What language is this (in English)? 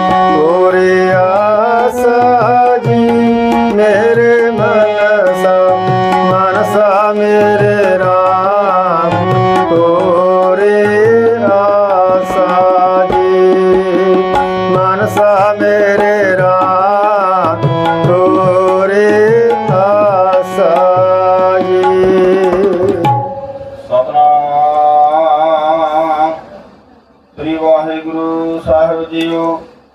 Punjabi